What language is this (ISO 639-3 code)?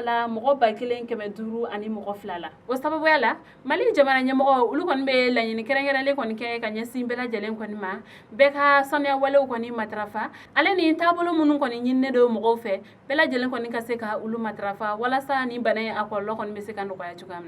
bam